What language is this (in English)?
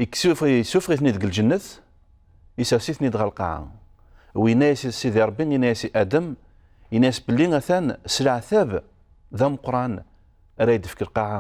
Kabyle